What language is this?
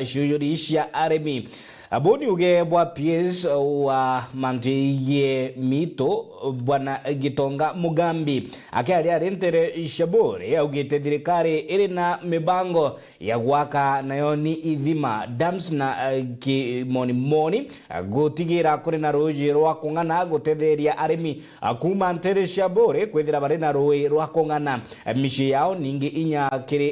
Meru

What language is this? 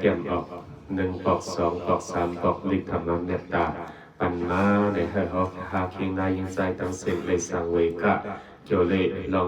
Shan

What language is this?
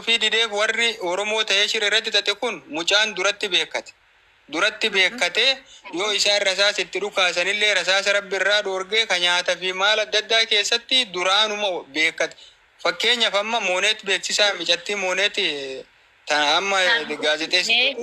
Oromo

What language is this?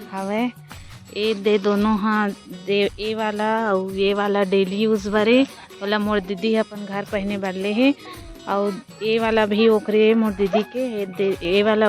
Chhattisgarhi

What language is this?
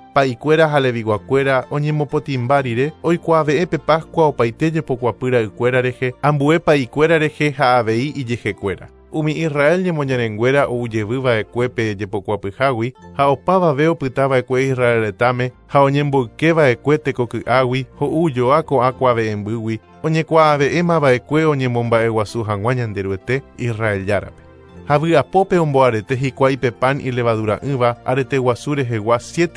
Guarani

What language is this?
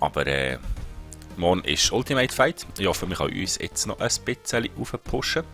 Swiss German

